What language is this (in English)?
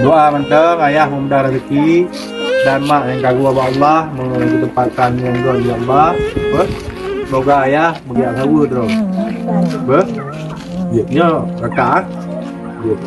Achinese